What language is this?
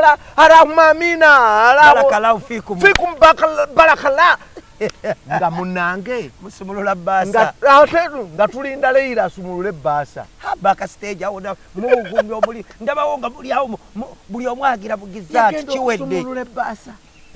Ganda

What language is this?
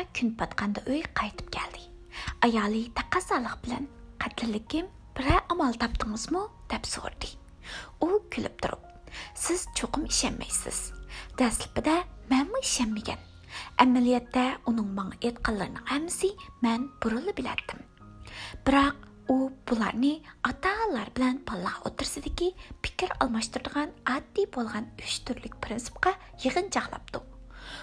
Uyghur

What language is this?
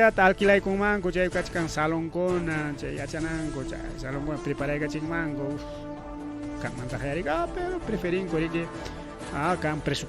Ayacucho Quechua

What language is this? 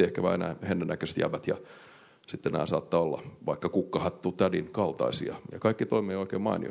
Finnish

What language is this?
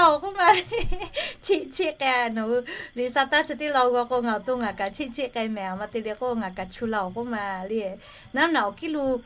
Lahu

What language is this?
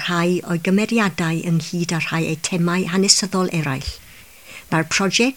Welsh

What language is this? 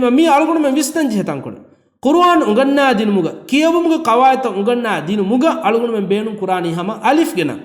Divehi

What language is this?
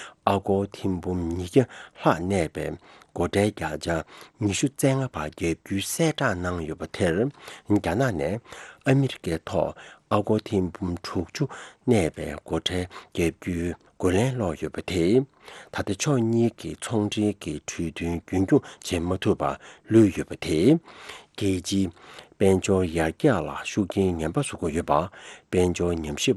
Tibetan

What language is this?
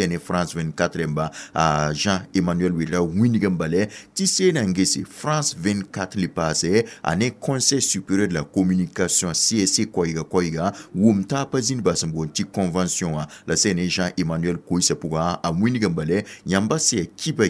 Mossi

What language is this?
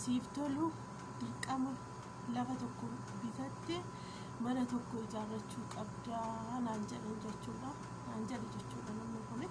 Oromo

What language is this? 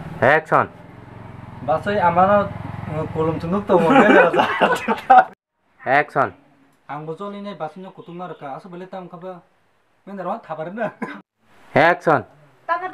Kok Borok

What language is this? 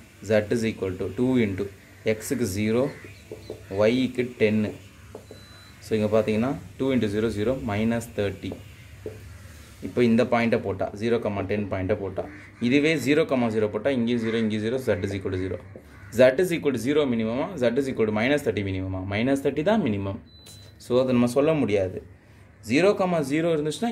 Tamil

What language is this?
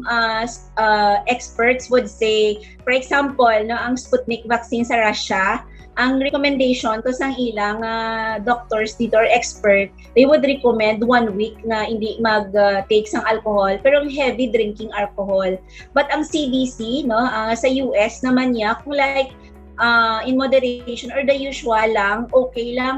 Hiligaynon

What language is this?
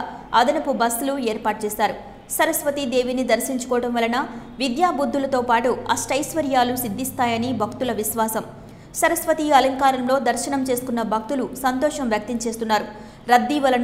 Telugu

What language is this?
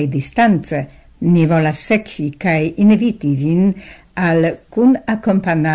Esperanto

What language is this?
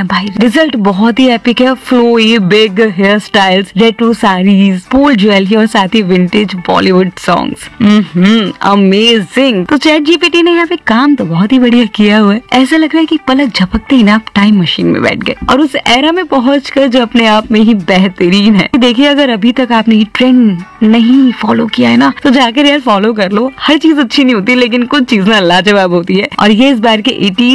Hindi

